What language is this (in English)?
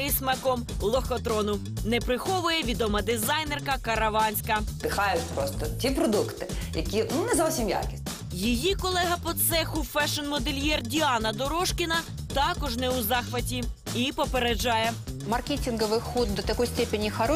Ukrainian